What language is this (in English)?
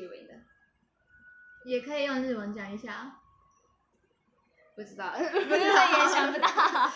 Chinese